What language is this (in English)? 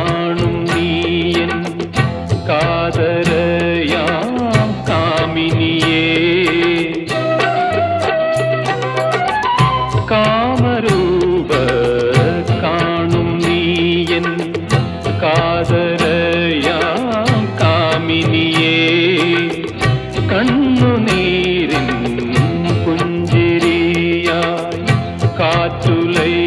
Malayalam